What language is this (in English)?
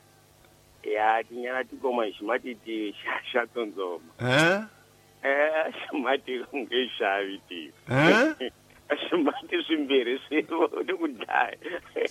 Tsonga